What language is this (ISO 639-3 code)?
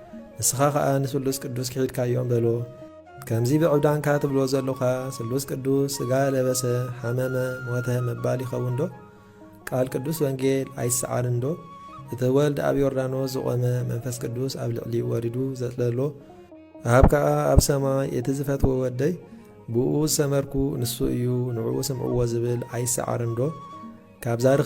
tir